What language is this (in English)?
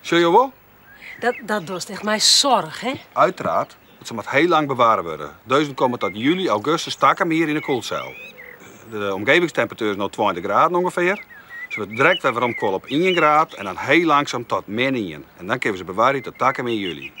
Western Frisian